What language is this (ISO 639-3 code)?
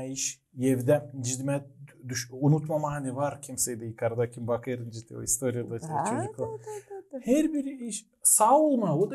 gag